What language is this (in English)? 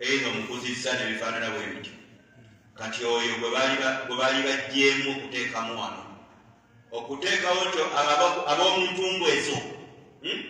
Ganda